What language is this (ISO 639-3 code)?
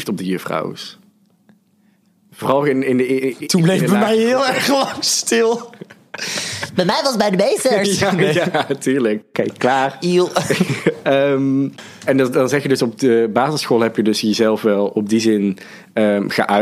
nld